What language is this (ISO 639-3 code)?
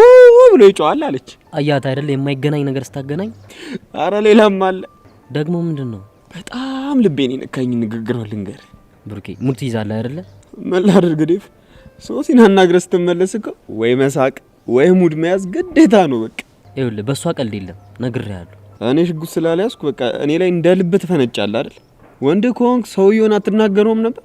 amh